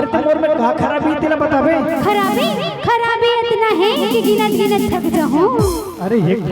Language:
Chhattisgarhi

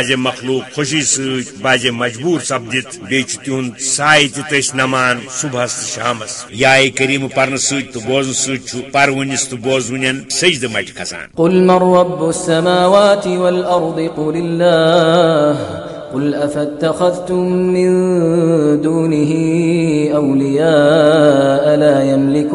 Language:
Kashmiri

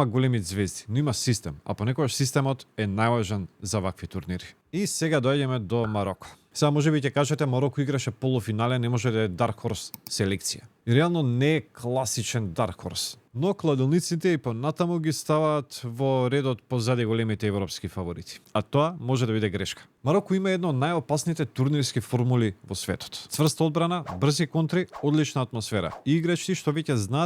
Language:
Macedonian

